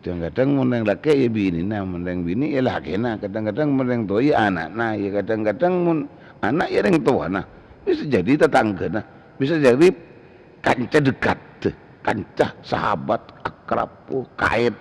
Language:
Madurese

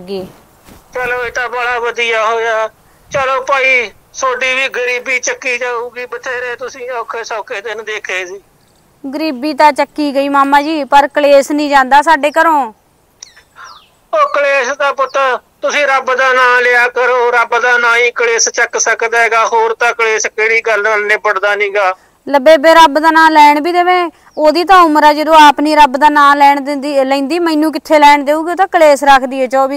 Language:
Punjabi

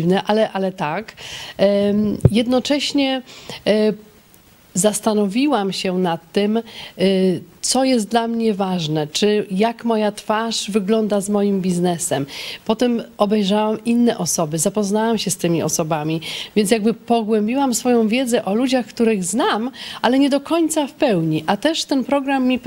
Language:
Polish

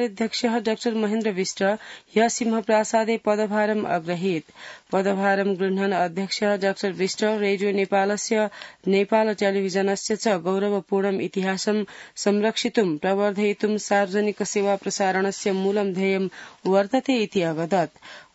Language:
Sanskrit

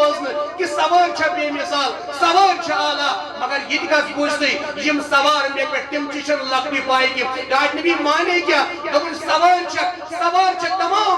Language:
Kashmiri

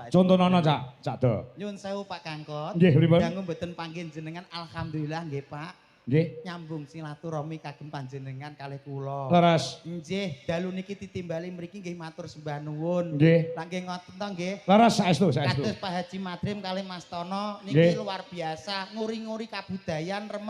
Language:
Javanese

